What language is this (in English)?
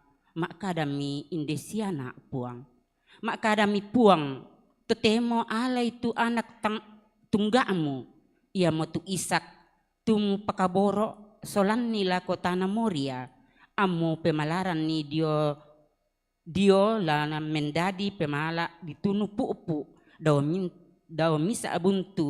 Toraja-Sa'dan